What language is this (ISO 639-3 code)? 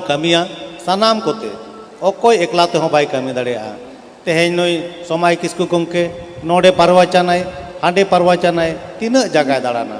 sat